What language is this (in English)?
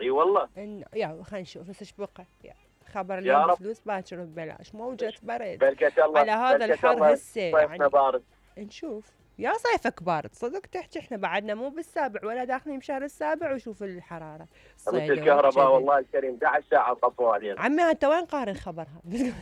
Mesopotamian Arabic